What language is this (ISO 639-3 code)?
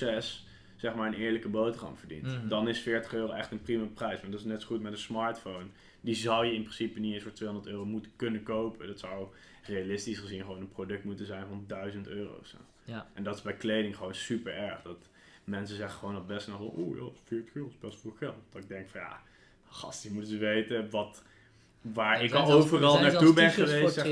nld